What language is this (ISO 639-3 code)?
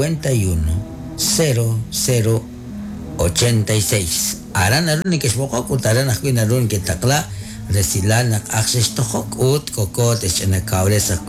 kek